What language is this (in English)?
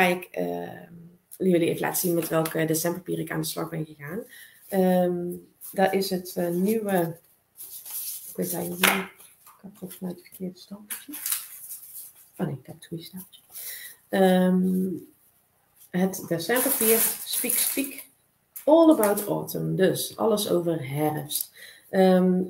Dutch